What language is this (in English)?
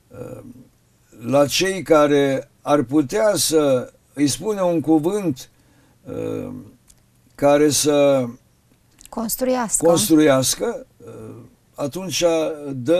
Romanian